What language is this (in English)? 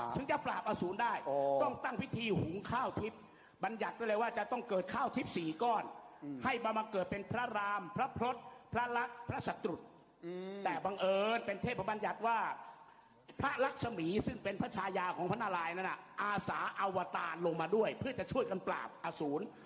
Thai